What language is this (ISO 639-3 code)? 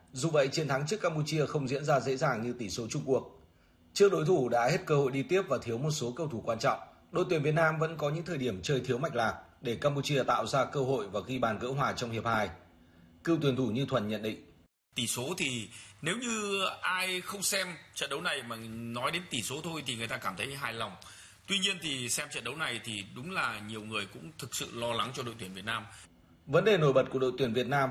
vie